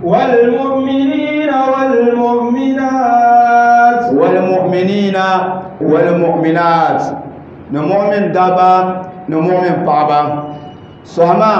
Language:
Dagbani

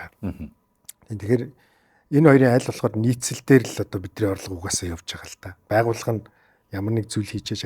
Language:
Mongolian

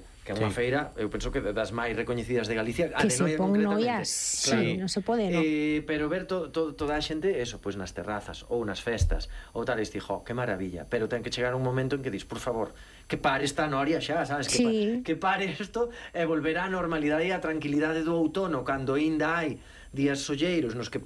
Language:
Galician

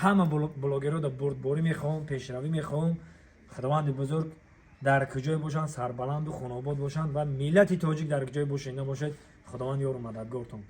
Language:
Tajik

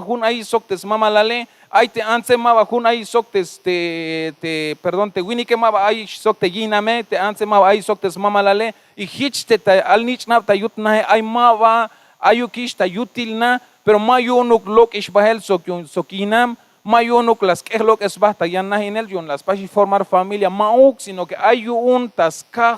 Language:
Tzeltal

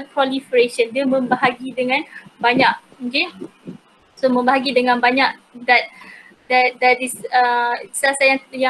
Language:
Malay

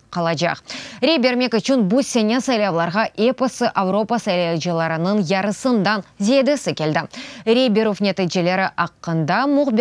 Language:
Crimean Tatar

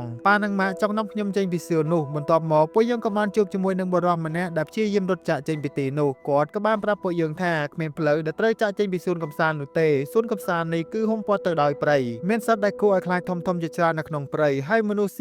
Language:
Khmer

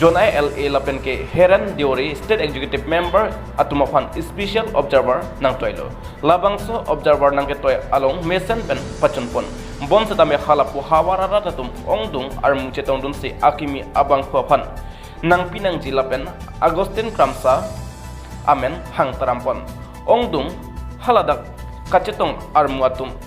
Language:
Karbi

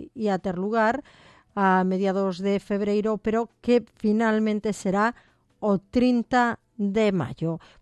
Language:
Galician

